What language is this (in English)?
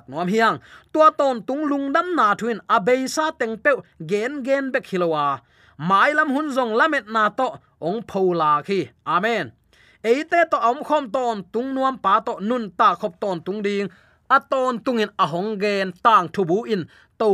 Tedim Chin